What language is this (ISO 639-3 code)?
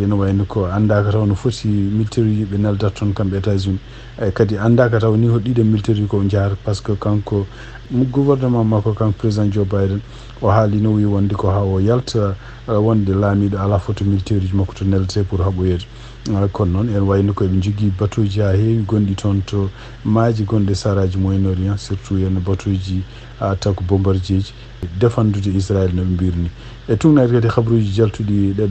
ful